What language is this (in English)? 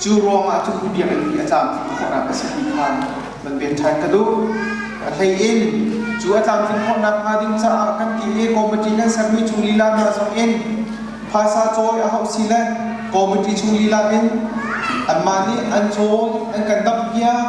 Hakha Chin